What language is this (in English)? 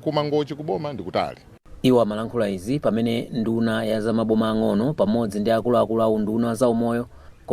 Nyanja